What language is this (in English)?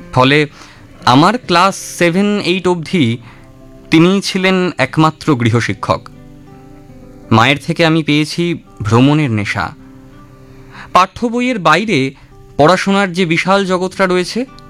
Bangla